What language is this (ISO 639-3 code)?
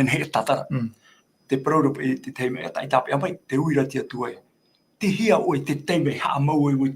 tah